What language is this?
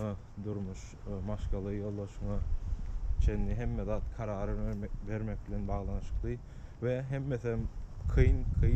Turkmen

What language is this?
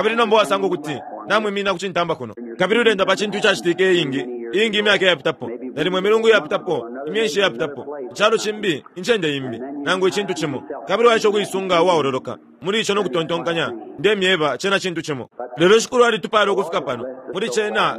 Bemba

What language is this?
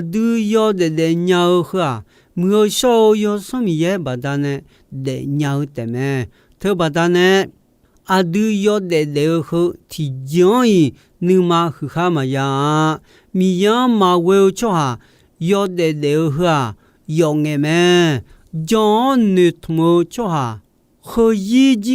Akha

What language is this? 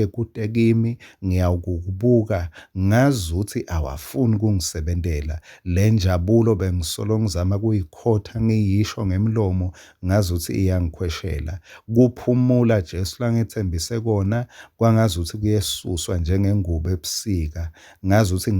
Swati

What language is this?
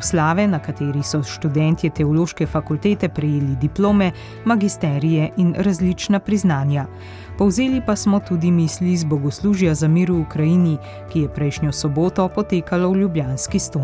Slovenian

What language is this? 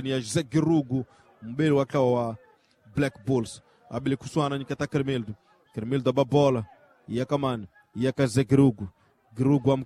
Swahili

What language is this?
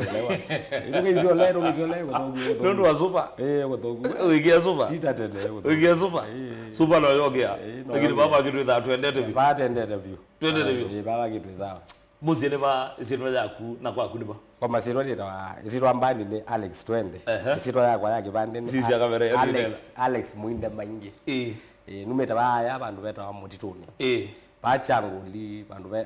Kamba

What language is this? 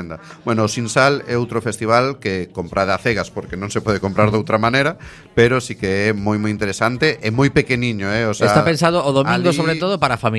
Galician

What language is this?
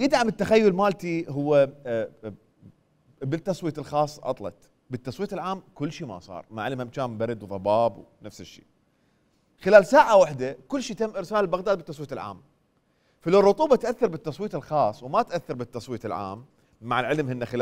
Mesopotamian Arabic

